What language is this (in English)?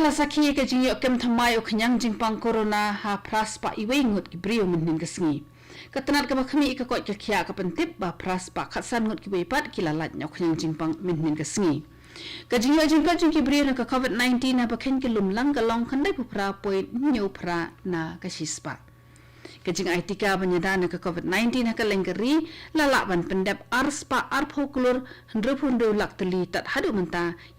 Khasi